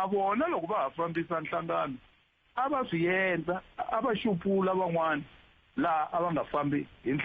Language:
Tsonga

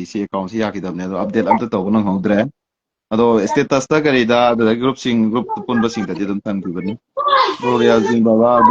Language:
Manipuri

